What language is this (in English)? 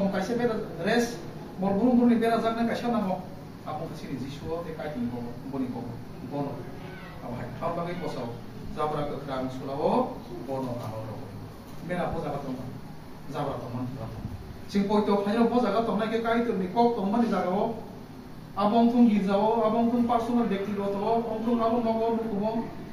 Kok Borok